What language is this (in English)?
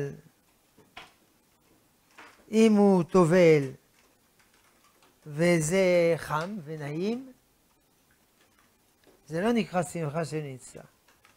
Hebrew